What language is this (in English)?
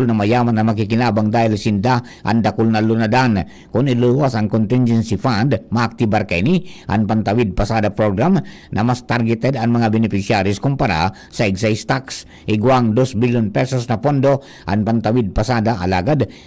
Bikol